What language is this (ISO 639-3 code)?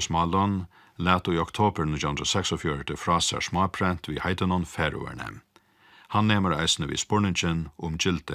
fao